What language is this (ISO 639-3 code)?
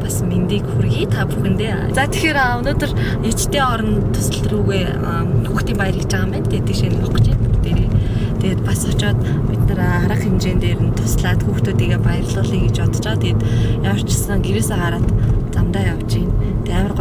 mon